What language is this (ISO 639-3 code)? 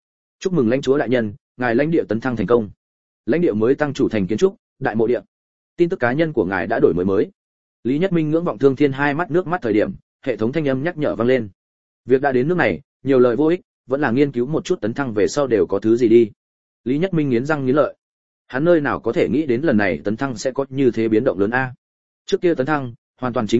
vie